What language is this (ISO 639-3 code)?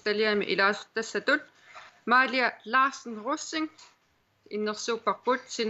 kal